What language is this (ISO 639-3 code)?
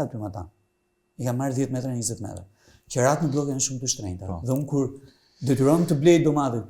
sqi